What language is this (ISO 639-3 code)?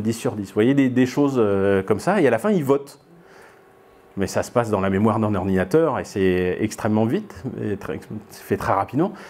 fra